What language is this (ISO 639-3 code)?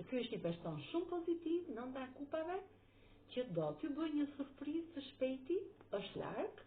sqi